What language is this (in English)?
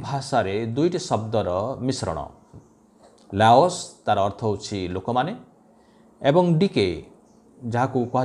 Odia